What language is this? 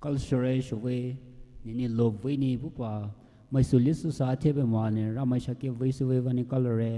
Poumei Naga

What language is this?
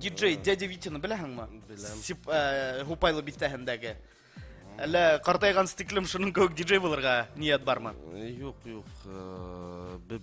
Bashkir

